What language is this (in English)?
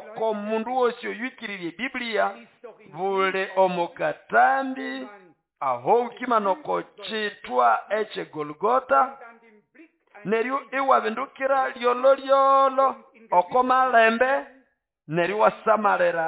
Nande